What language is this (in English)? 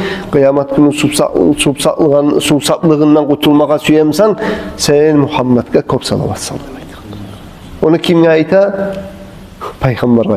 Kumyk